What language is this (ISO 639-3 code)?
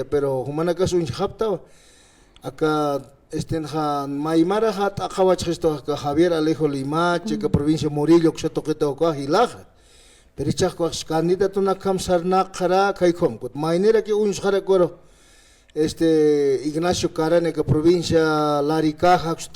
aym